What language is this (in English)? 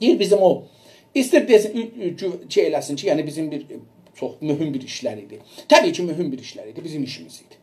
South Azerbaijani